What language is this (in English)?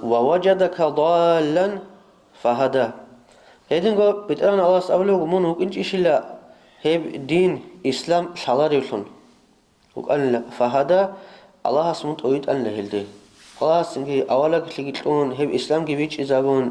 Avaric